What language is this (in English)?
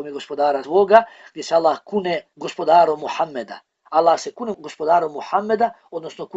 Bosnian